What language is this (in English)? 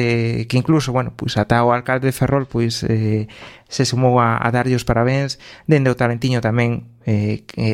Galician